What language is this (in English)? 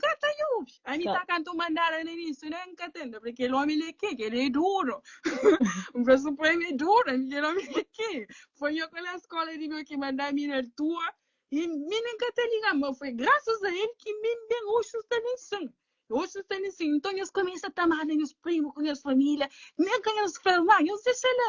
Kabuverdianu